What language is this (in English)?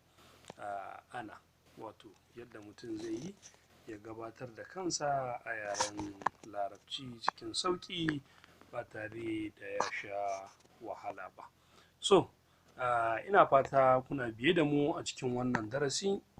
Hausa